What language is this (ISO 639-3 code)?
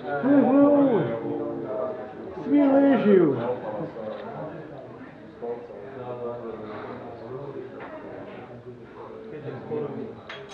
hrv